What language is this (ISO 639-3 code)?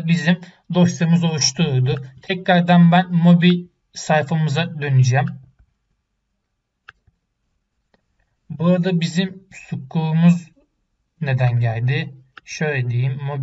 tur